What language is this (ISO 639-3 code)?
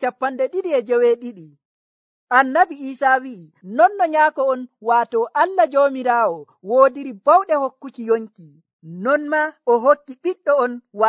fuv